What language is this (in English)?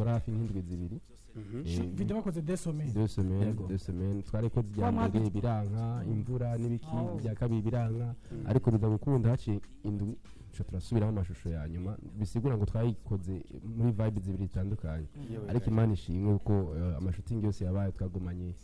Rundi